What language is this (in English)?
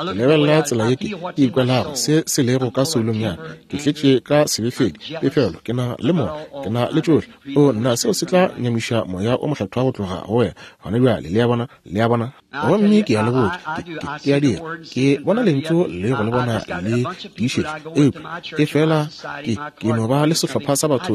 Northern Sotho